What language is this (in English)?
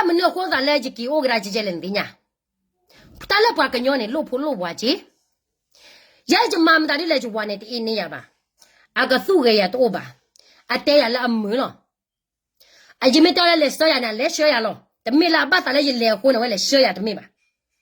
S'gaw Karen